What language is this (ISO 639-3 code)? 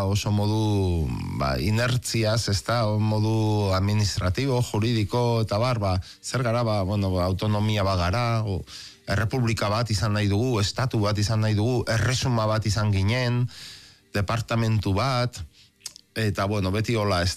eus